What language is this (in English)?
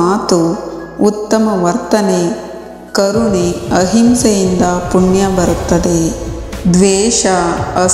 Kannada